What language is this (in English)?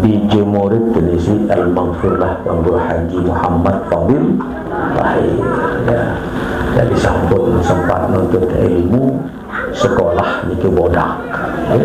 Sasak